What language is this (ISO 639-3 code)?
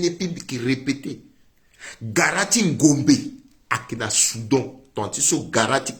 sag